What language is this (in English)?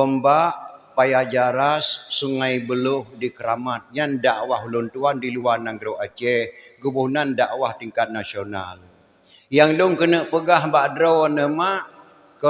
Achinese